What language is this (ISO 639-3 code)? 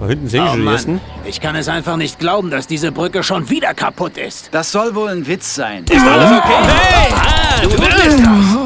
bar